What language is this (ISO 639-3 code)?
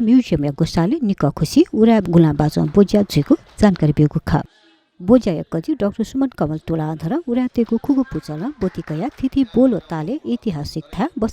new